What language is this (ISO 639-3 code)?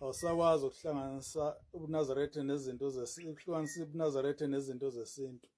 zul